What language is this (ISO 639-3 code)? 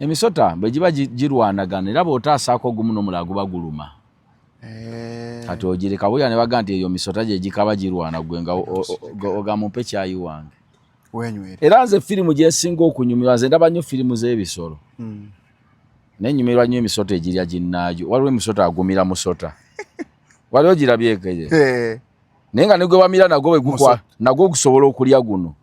lug